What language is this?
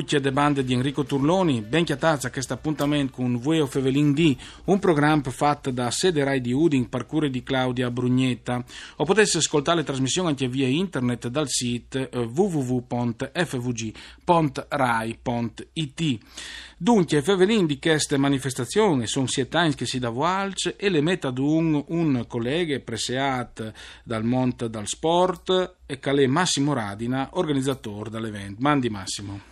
Friulian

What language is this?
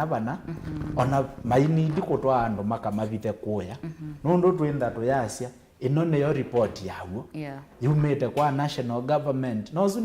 Kamba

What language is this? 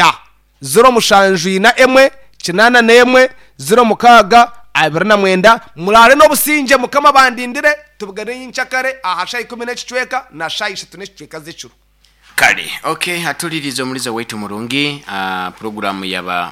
Nyankole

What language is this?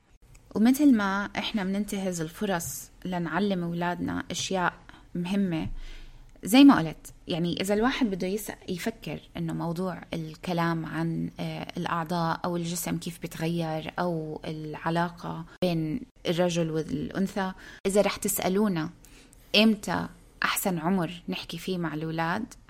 North Levantine Arabic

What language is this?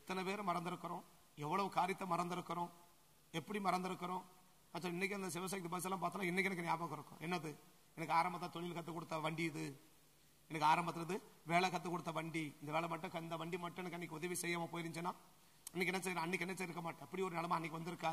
Tamil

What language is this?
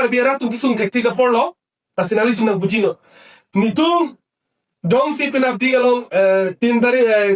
Karbi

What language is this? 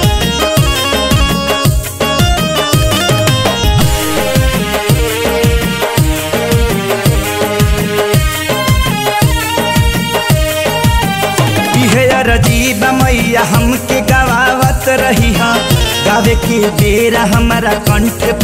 Bhojpuri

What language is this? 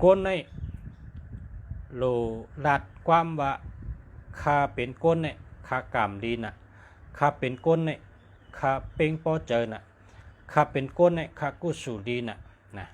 Shan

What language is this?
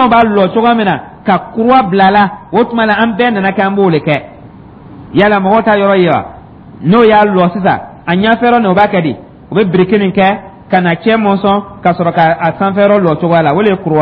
Dyula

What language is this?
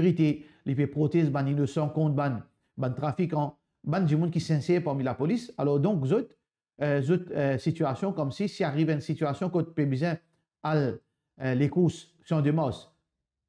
Morisyen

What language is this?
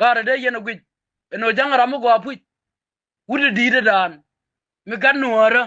Nuer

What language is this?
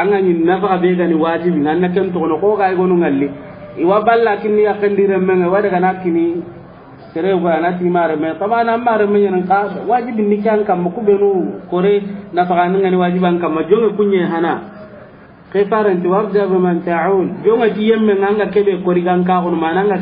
Soninke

